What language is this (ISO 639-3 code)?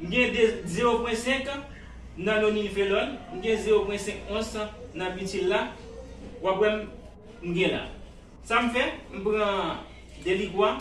hat